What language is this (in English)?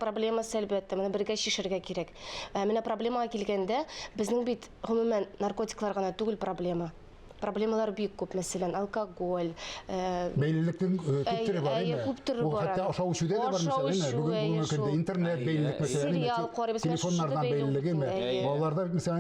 Tatar